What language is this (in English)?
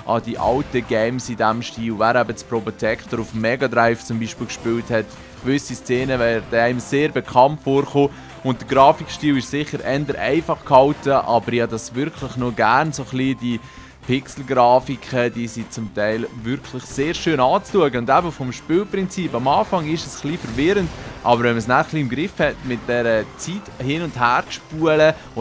Swiss German